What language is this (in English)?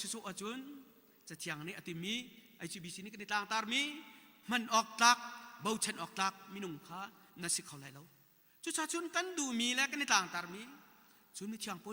Hakha Chin